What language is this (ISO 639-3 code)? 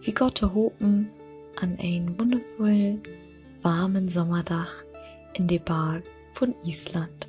nds